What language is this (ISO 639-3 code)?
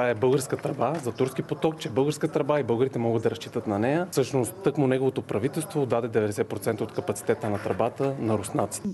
bul